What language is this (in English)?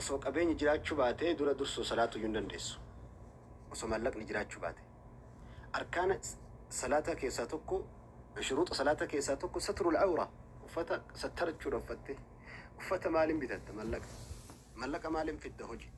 Oromo